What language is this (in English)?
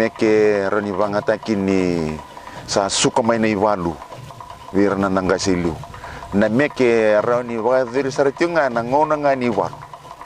Fijian